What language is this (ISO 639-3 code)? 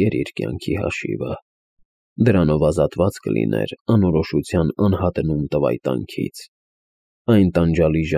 hye